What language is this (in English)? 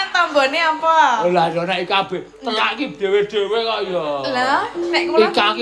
Javanese